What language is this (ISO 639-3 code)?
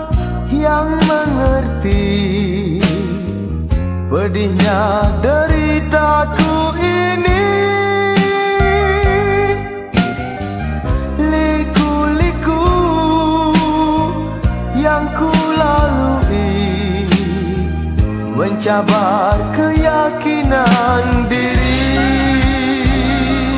msa